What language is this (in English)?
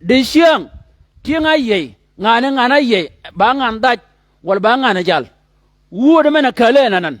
Shilluk